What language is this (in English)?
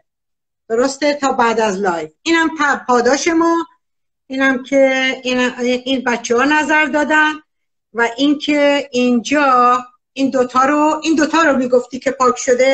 Persian